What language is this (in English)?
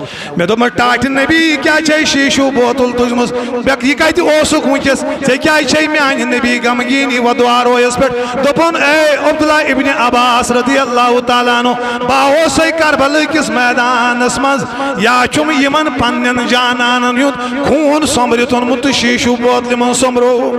Kashmiri